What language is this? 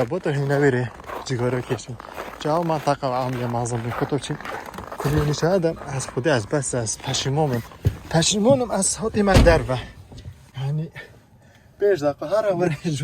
Kurdish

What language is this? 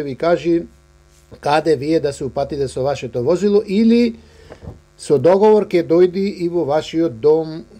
Macedonian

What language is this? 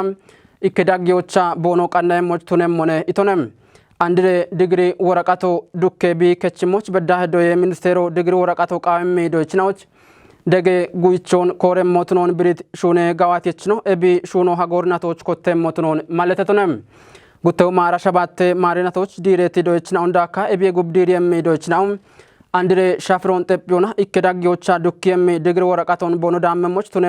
Kafa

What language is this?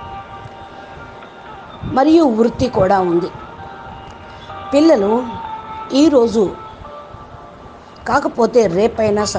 Telugu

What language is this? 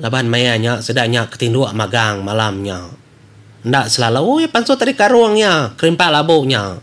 Iban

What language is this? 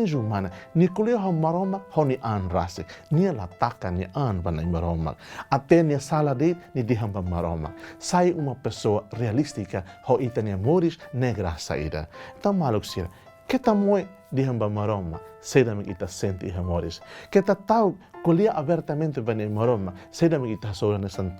Tetum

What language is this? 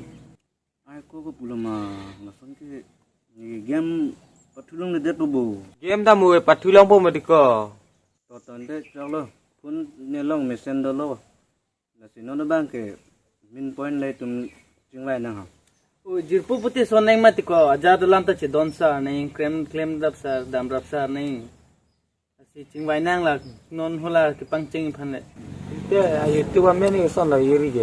Karbi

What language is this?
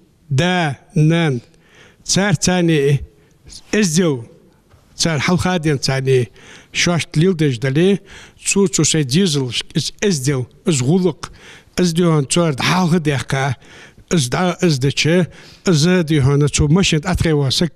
Ingush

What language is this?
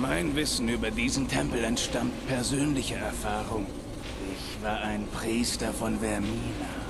Bavarian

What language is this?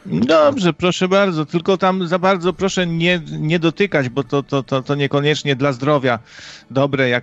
Polish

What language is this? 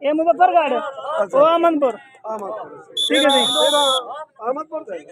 Saraiki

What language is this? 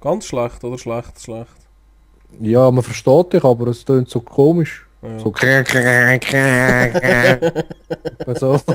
Swiss German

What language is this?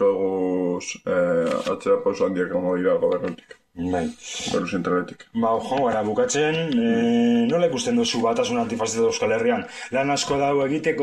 Basque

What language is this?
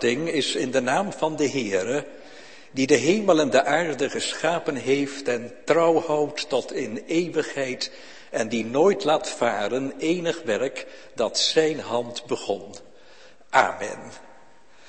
Dutch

